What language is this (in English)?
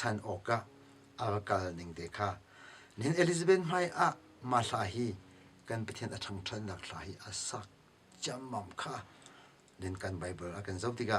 Hakha Chin